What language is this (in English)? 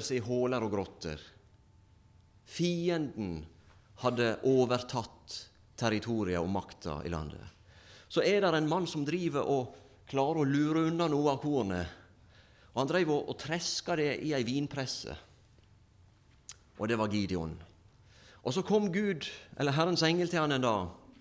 Norwegian